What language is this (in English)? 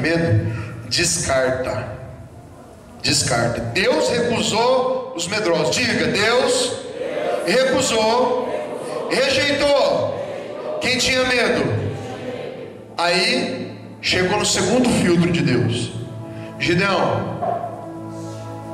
Portuguese